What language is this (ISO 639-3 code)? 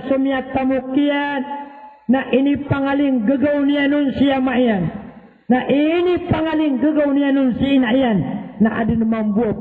mrw